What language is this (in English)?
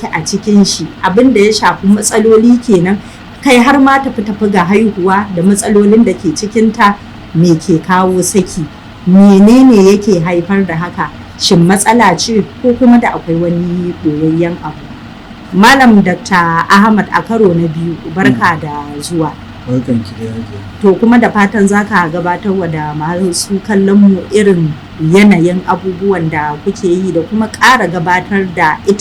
Hausa